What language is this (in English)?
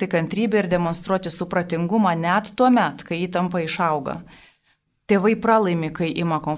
Lithuanian